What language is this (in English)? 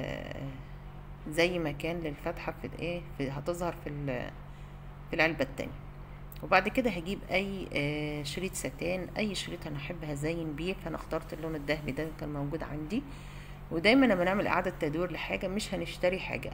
Egyptian Arabic